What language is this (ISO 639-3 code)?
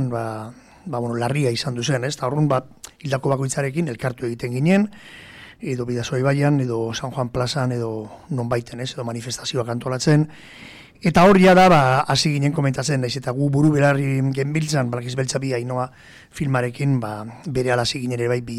eus